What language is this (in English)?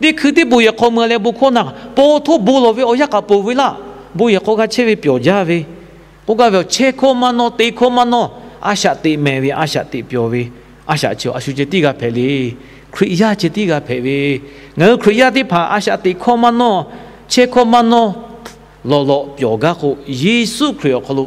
Lahu